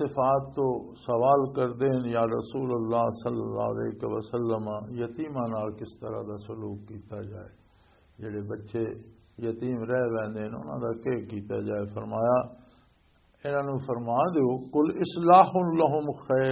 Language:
Western Panjabi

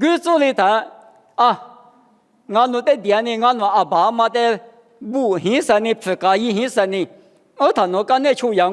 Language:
Lisu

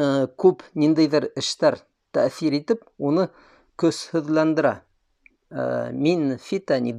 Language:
Bashkir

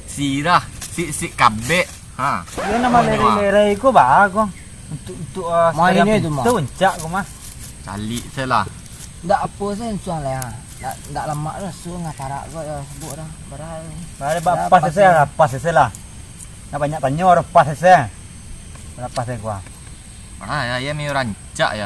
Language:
Minangkabau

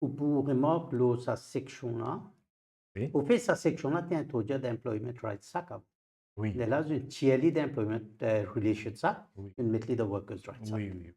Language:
Morisyen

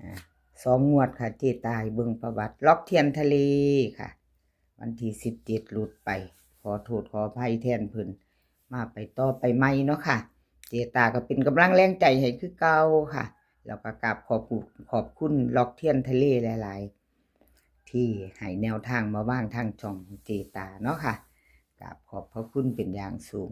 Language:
Northeastern Thai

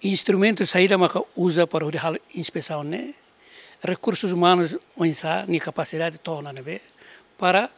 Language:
Tetum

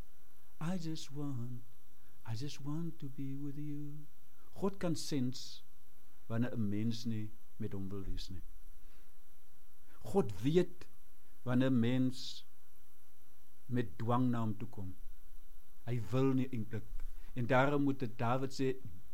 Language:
Afrikaans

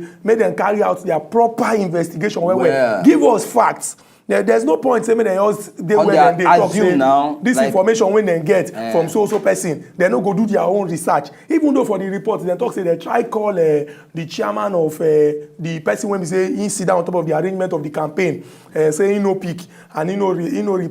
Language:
Nigerian Pidgin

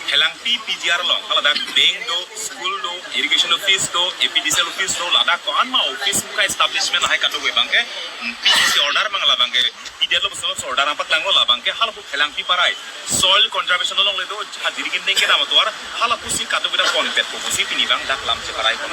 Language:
Karbi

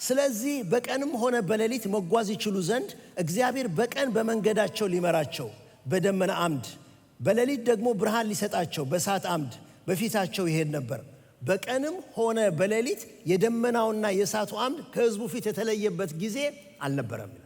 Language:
Amharic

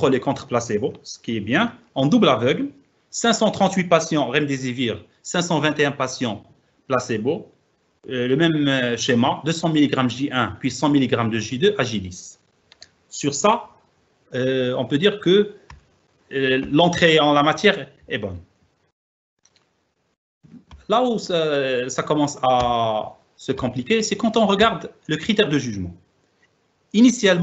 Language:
French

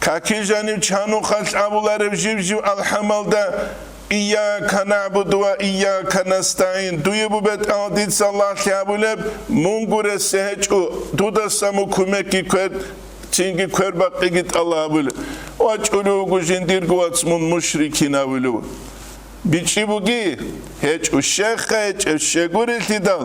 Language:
Avaric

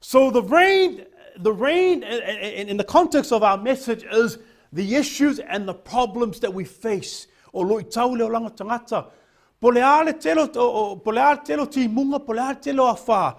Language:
Samoan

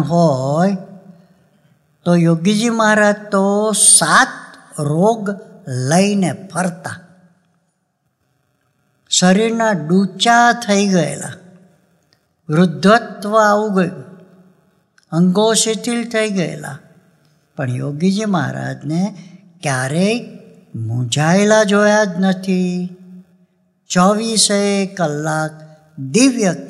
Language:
Gujarati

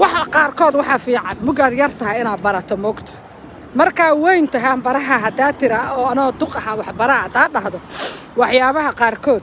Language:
Somali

